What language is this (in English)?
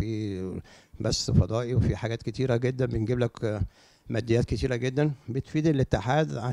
Egyptian Arabic